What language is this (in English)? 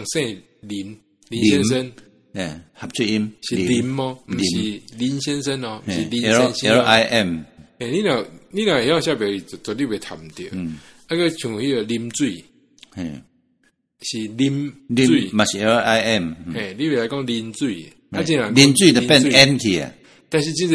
Min Nan Chinese